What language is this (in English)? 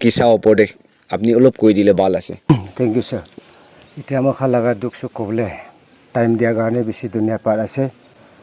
Naga Pidgin